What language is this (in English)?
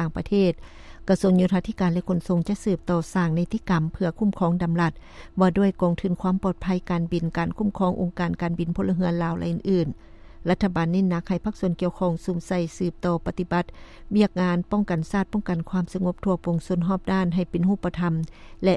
Lao